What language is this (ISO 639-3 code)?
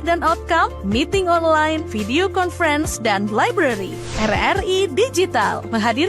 xmm